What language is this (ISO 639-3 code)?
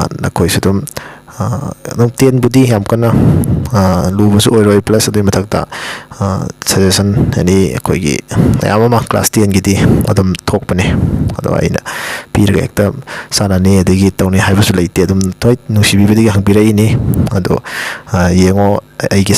mni